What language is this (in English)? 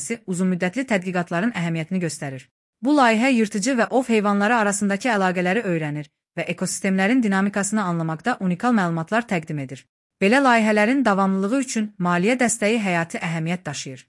Azerbaijani